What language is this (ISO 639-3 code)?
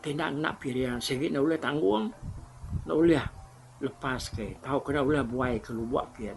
iba